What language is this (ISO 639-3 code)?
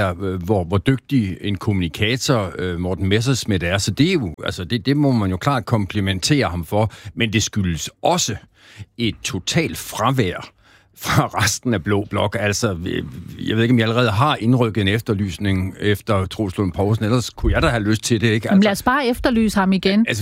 dan